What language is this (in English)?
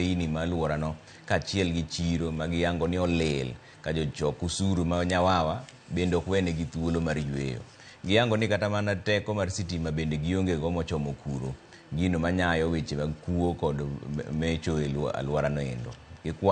Luo (Kenya and Tanzania)